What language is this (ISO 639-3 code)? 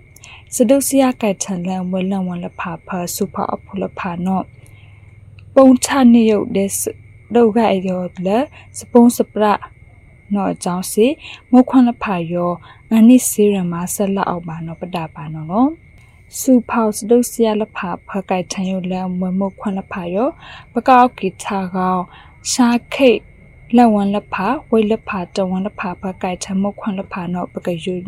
mya